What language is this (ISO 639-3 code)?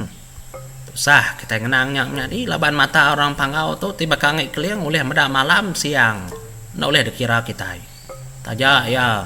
iba